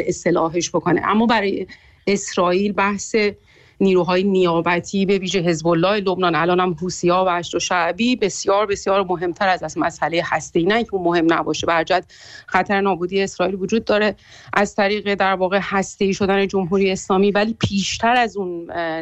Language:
Persian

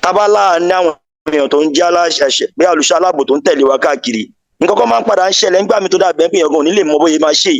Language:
Yoruba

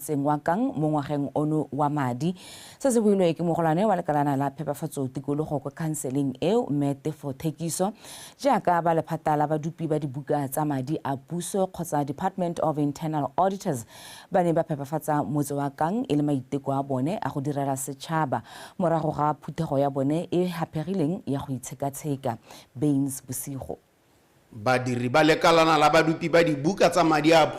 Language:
Tswana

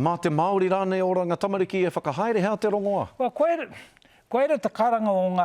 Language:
Māori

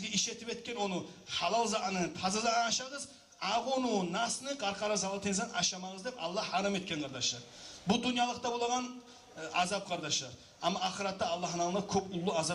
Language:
Kumyk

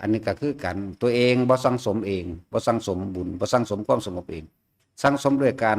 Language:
Lao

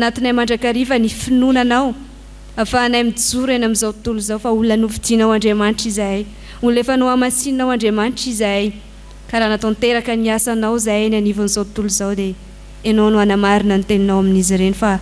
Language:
Malagasy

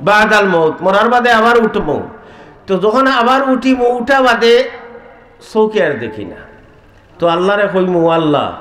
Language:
Sylheti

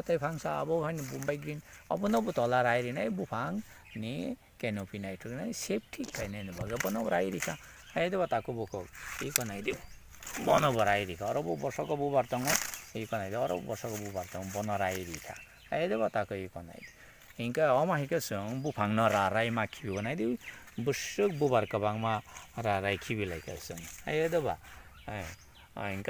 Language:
Kok Borok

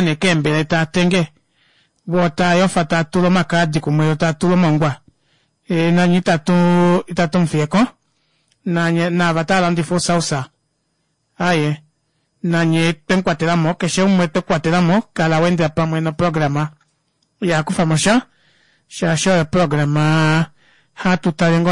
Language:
Kuanyama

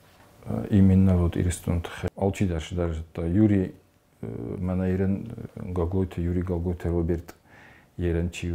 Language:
Ossetic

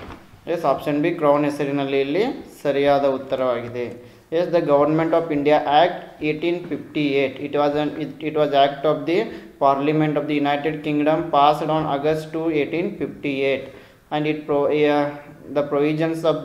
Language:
Kannada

